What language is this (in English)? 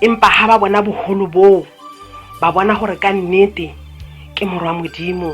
Tswana